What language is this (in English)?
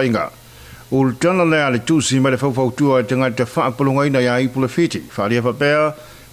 Samoan